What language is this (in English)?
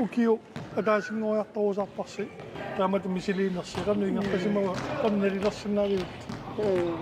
Kalaallisut